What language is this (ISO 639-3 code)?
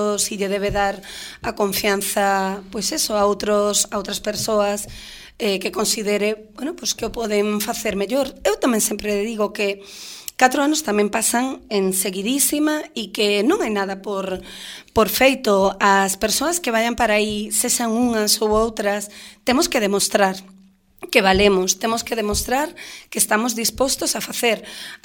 glg